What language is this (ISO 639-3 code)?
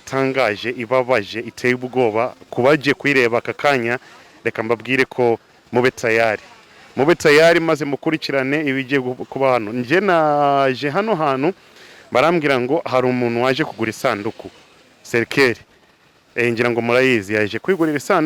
kin